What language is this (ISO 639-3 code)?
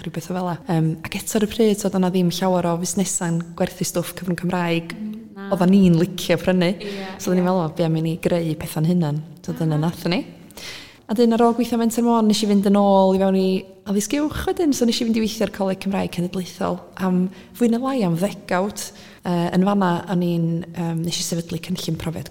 cym